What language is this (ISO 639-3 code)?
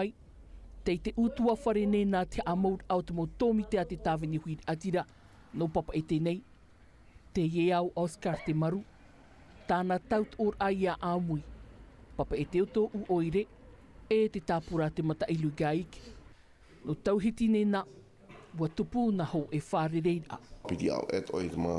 tah